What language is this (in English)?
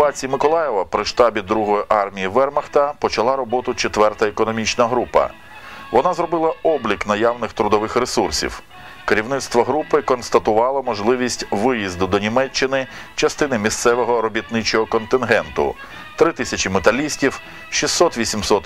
Ukrainian